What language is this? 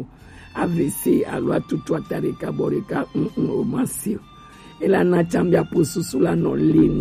Gen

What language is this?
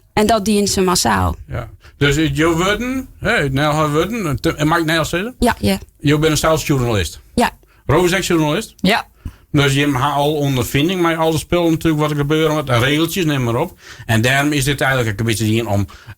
Western Frisian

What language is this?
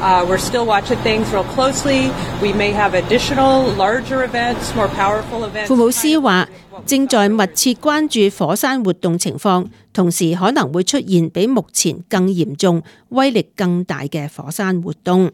Cantonese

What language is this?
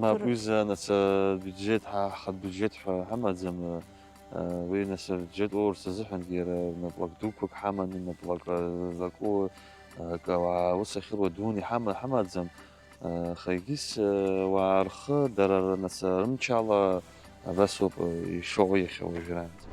Abkhazian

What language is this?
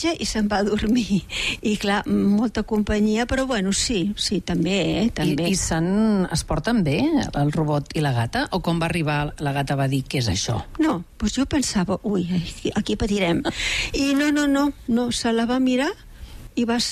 Catalan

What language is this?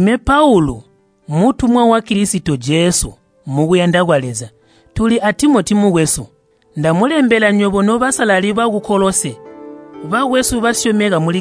Tonga (Zambia)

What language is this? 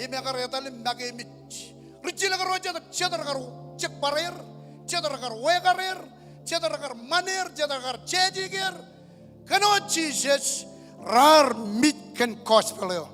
Marshallese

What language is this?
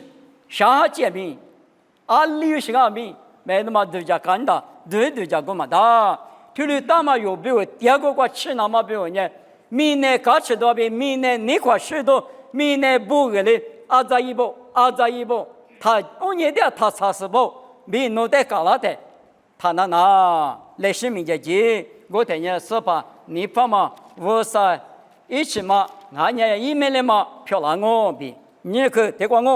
Lisu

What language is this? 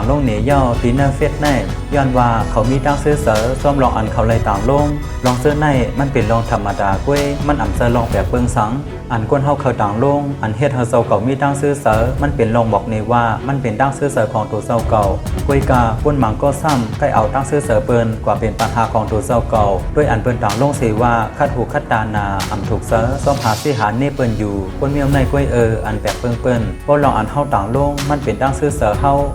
Shan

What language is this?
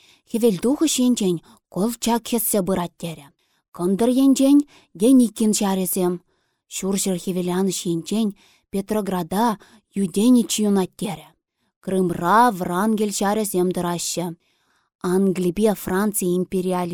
Chuvash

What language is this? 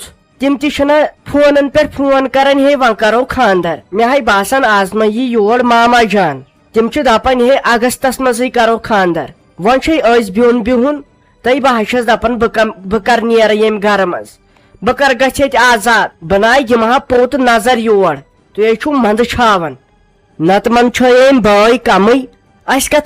Kashmiri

